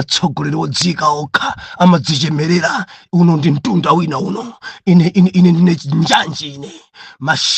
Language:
Nyanja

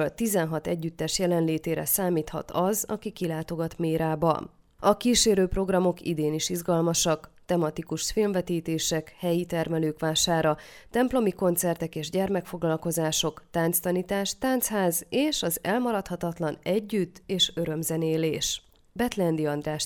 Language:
Hungarian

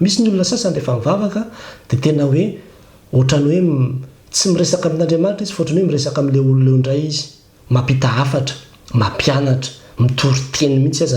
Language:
Malagasy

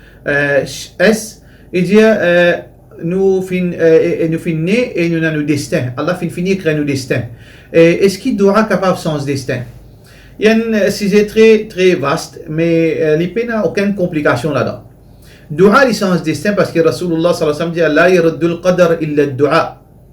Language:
Morisyen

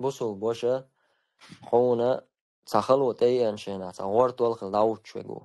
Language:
Chechen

